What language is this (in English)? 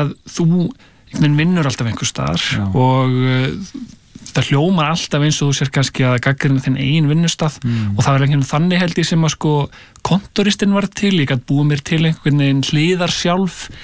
Icelandic